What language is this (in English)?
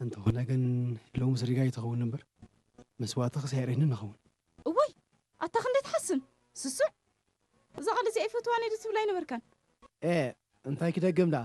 Tigrinya